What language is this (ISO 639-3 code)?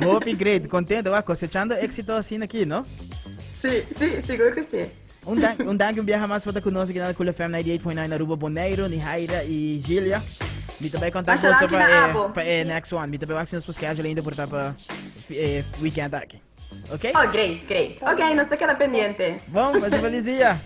pap